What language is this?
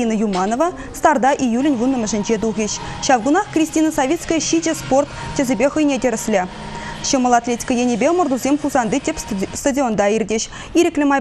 Chuvash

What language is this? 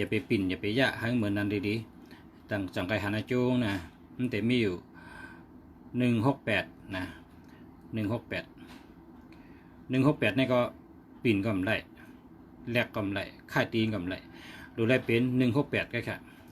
Shan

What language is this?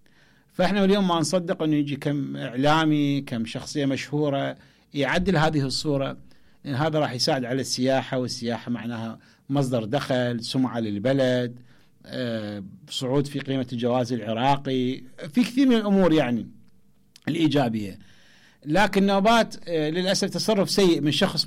Mesopotamian Arabic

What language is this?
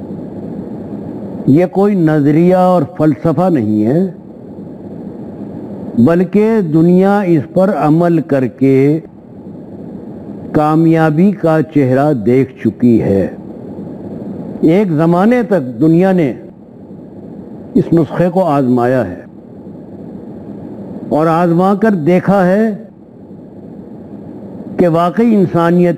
Urdu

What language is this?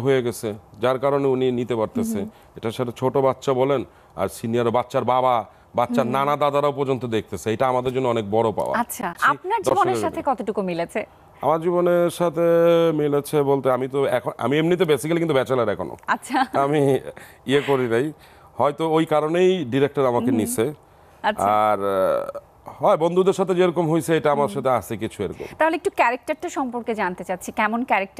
Bangla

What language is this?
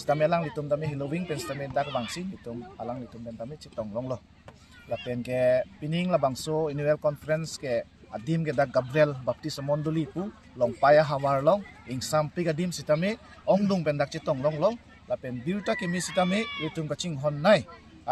Karbi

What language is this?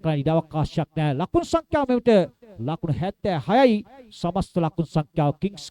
Sinhala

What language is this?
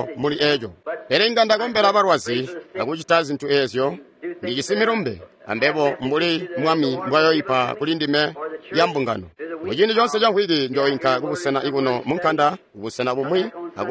Tonga (Zambia)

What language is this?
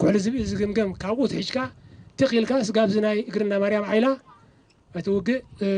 Tigrinya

